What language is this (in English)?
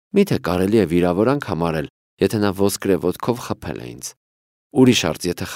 Armenian